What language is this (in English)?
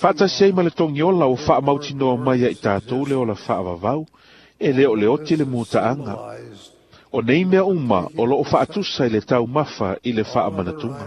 Samoan